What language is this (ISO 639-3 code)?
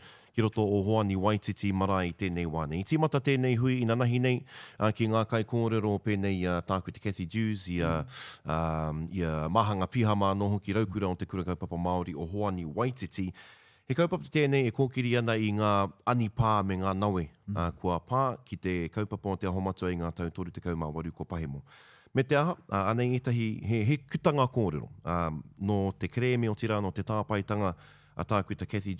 mri